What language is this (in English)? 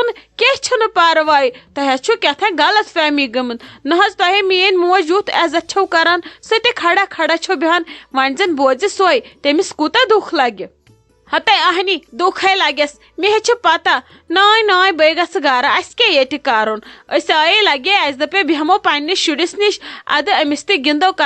Kashmiri